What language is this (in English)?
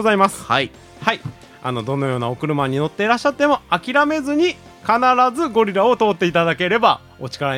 Japanese